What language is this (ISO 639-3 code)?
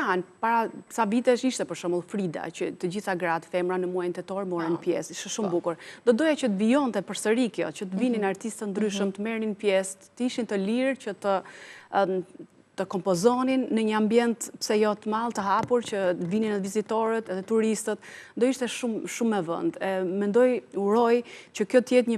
sqi